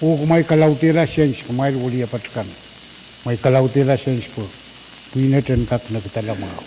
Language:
Pohnpeian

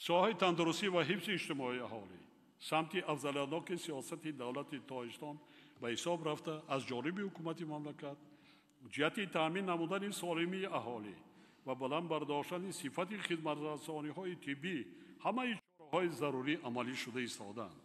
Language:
Tajik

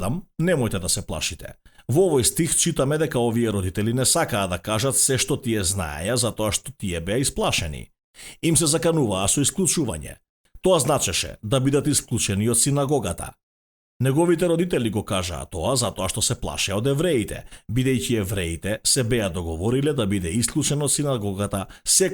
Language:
Macedonian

